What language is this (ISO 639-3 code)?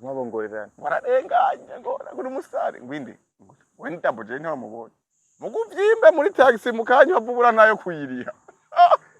run